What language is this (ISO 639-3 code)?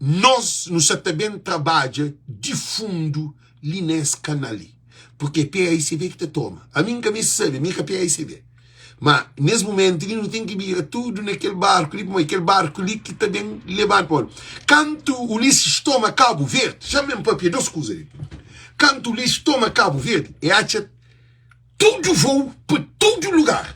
kea